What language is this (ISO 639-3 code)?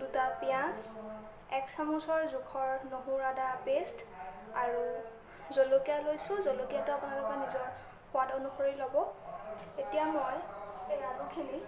asm